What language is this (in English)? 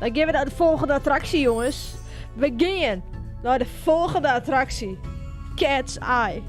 Western Frisian